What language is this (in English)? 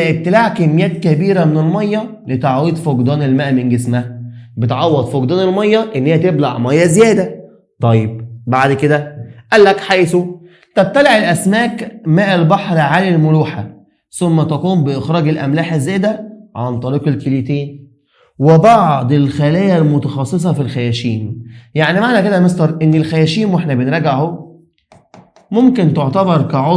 Egyptian Arabic